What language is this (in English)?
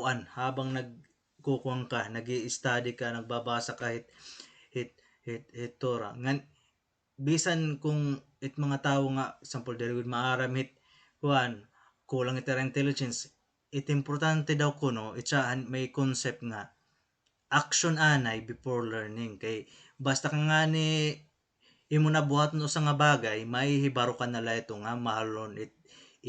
Waray